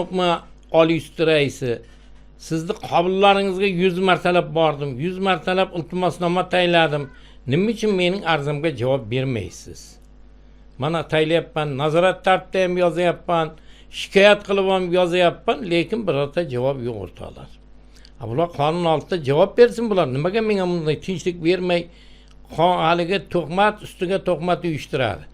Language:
Uzbek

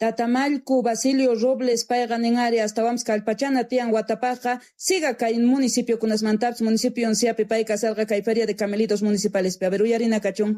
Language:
South Bolivian Quechua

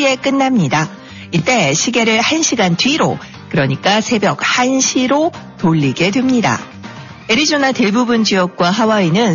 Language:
Korean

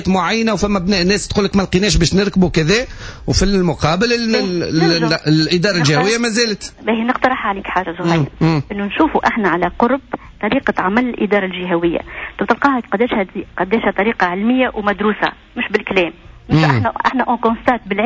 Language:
Tunisian Arabic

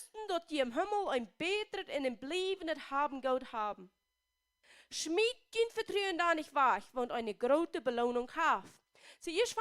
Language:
Plautdietsch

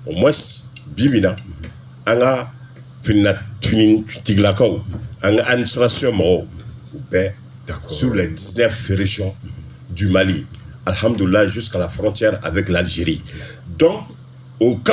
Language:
Bambara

